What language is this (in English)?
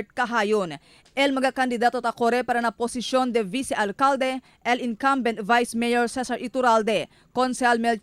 Chavacano